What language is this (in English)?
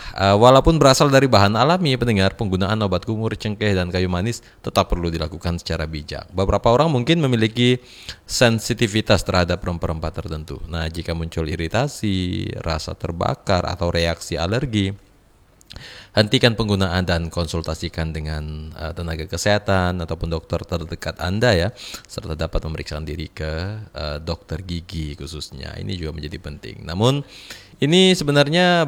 Indonesian